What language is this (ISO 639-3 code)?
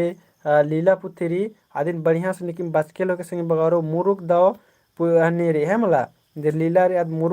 kru